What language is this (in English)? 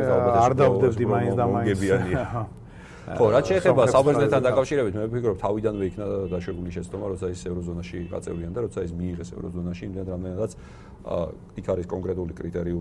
Georgian